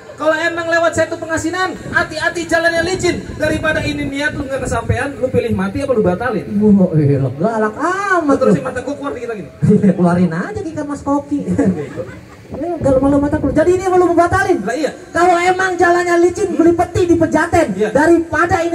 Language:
Betawi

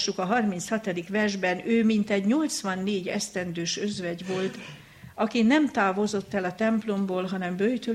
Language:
Hungarian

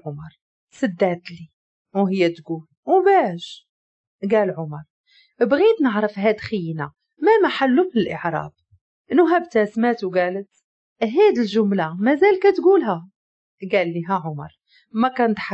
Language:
Moroccan Arabic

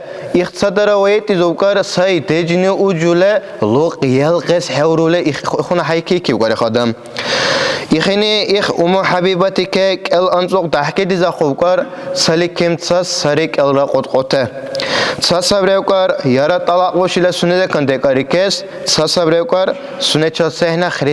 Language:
Dargwa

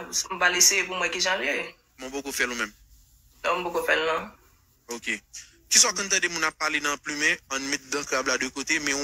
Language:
Haitian Creole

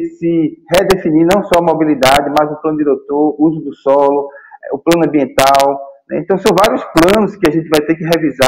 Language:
Portuguese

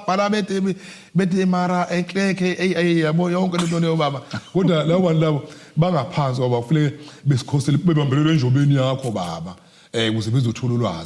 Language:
Zulu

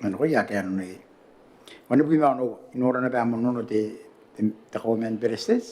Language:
Gilbertese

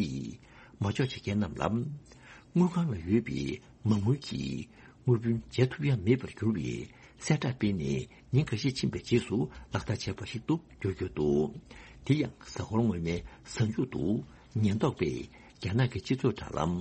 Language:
Tibetan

